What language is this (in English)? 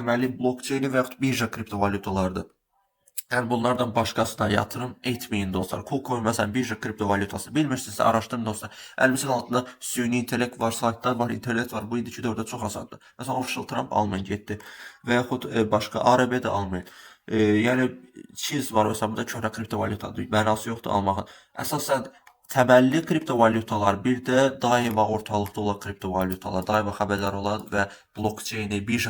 Azerbaijani